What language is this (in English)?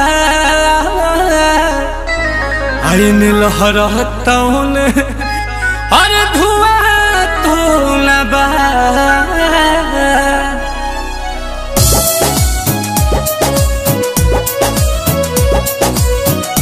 Bhojpuri